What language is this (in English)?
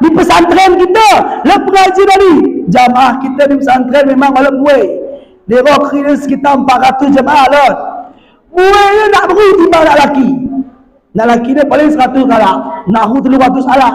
Batak Alas-Kluet